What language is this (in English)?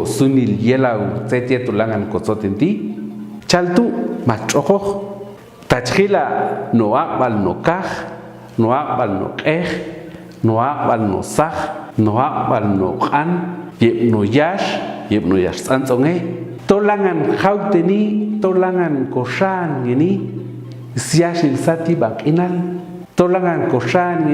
Popti'